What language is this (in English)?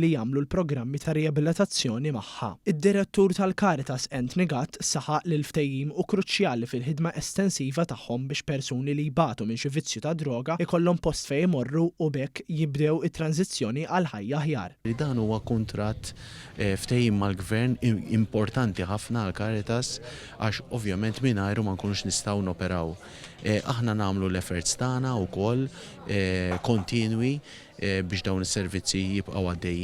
Maltese